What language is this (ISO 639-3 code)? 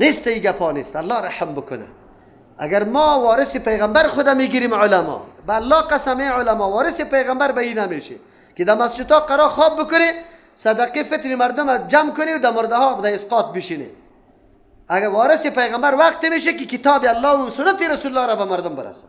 fas